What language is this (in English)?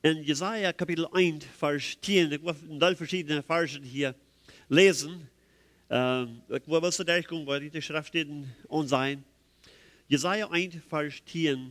Plautdietsch